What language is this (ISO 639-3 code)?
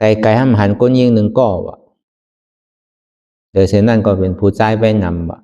shn